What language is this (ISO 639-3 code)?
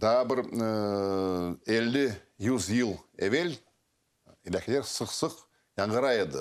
crh